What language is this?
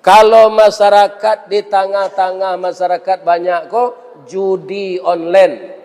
Minangkabau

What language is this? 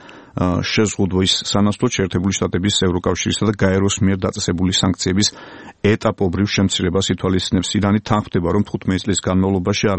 Georgian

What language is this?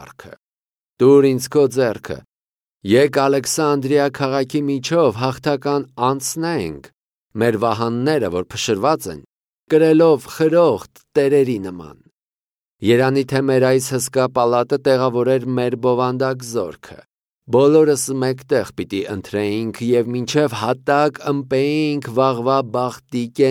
Armenian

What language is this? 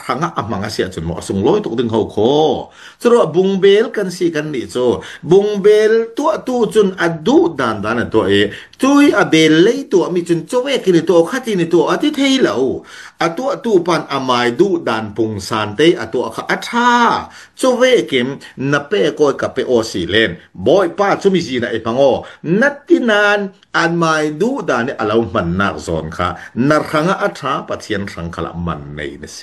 Falam Chin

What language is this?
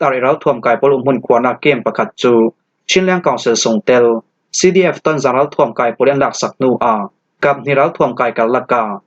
Falam Chin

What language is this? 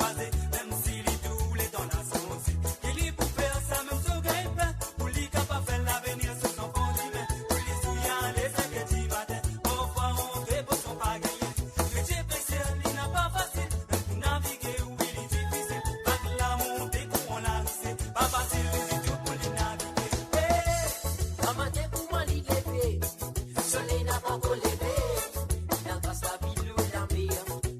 Morisyen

